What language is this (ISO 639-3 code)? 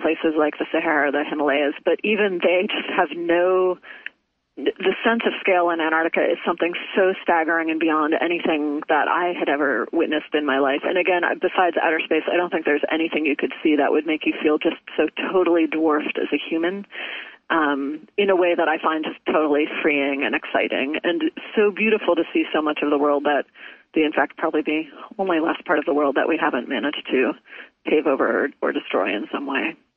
eng